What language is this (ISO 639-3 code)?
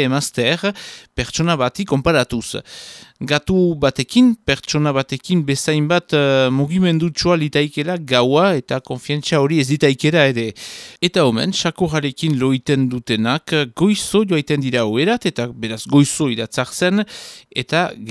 eus